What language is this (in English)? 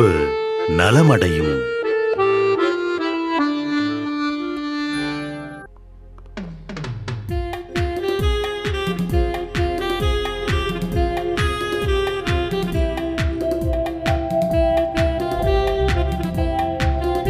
Tamil